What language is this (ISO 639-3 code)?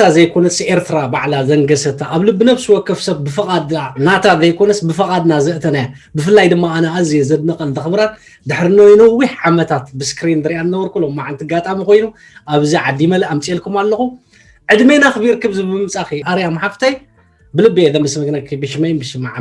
tir